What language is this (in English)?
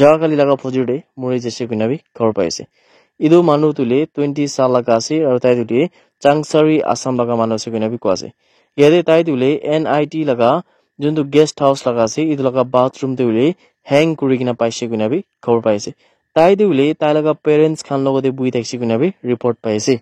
Naga Pidgin